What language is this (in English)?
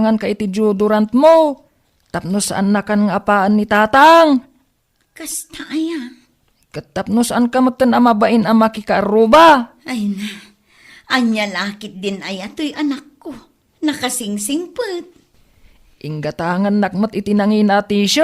Iloko